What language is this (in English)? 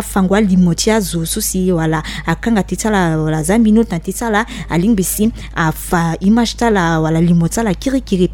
Sango